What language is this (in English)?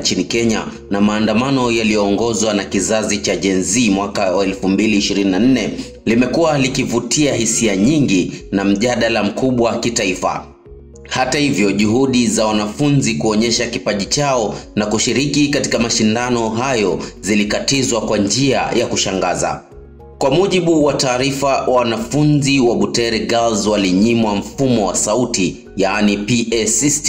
Swahili